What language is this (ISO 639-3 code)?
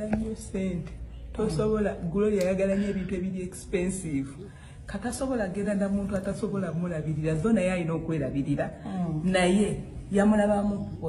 lug